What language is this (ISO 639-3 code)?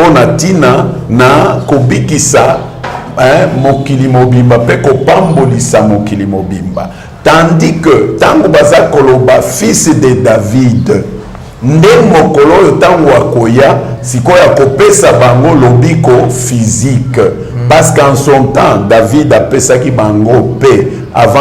lin